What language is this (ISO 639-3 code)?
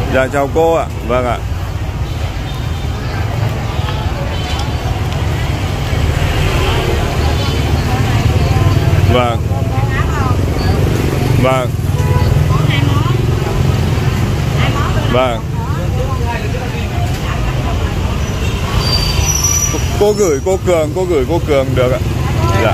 vie